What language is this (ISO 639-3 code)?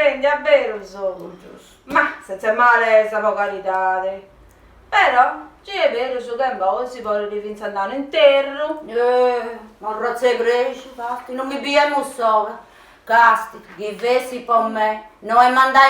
srd